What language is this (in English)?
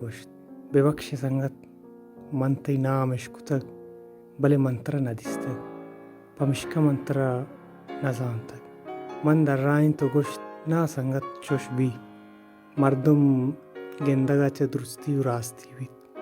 Baluchi